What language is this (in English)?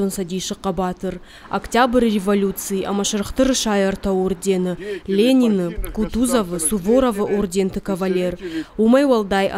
Ossetic